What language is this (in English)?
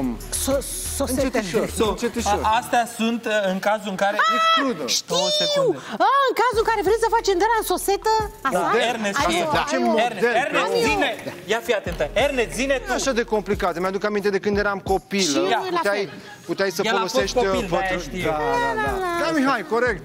Romanian